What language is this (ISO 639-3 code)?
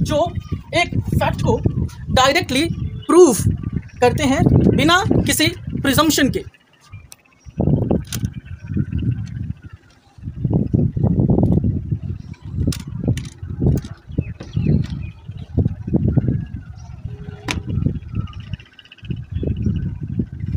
hin